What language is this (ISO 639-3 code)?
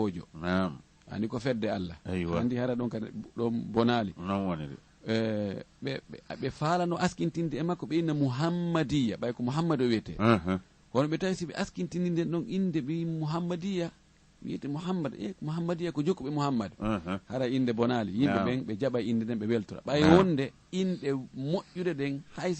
ful